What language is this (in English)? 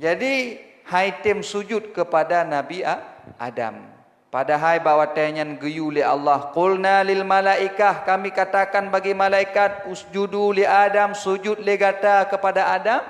Achinese